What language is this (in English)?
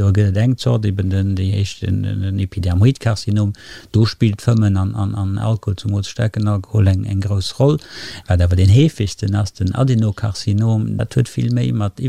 Luxembourgish